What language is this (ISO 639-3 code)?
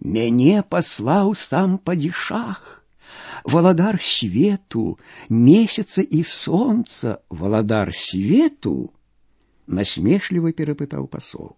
bel